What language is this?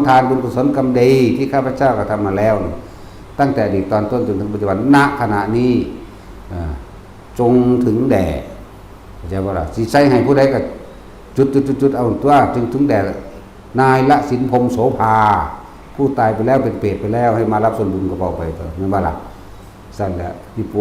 Northeastern Thai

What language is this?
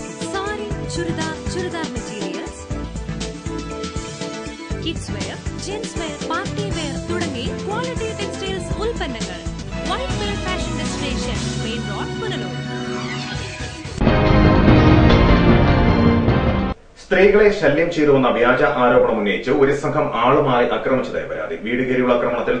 Malayalam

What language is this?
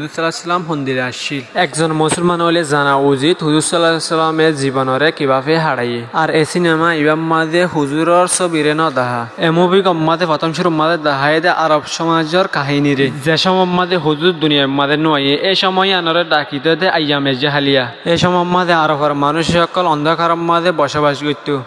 Rohingya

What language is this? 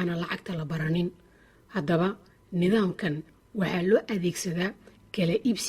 Somali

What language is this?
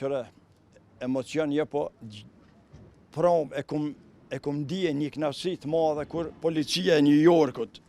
Albanian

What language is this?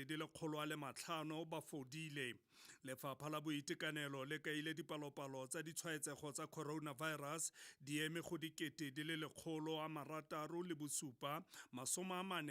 Tswana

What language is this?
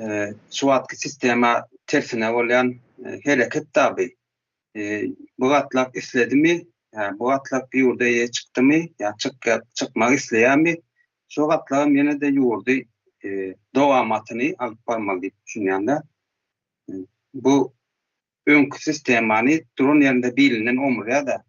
Turkmen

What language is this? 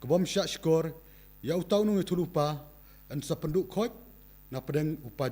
Khasi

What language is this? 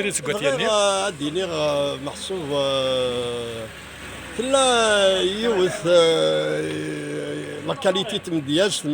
Kabyle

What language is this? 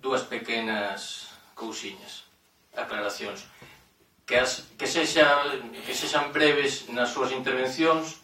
Galician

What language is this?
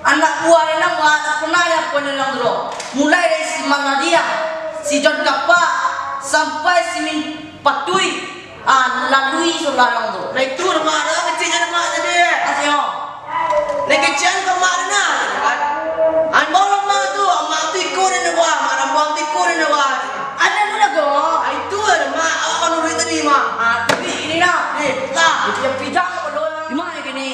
Minangkabau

